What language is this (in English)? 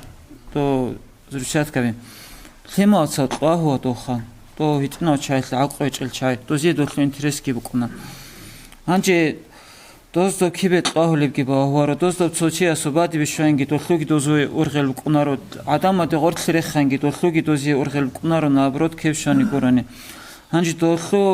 Avaric